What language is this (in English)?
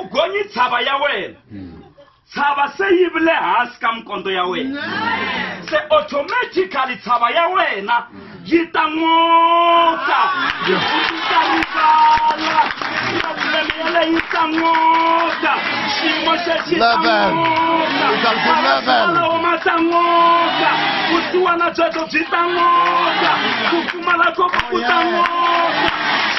Tsonga